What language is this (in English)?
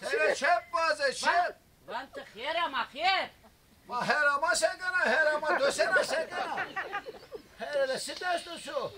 Zaza